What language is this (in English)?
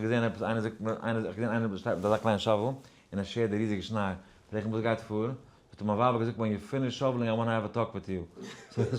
Yiddish